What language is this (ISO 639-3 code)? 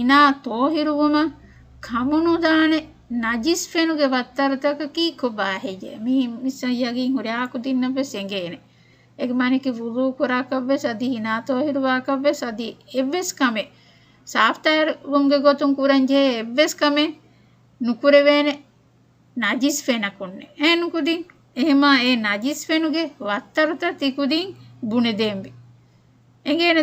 div